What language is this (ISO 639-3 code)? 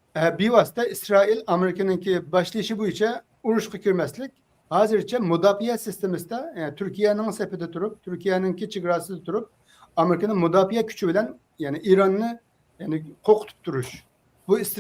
uig